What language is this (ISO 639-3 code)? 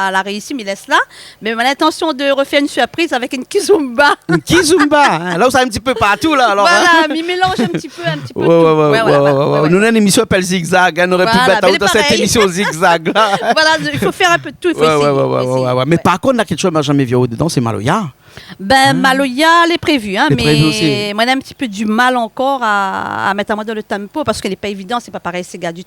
rcf